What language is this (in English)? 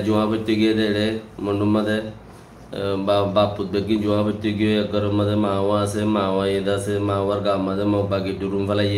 Rohingya